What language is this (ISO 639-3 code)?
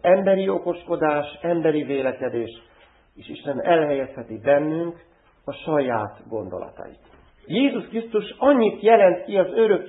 hun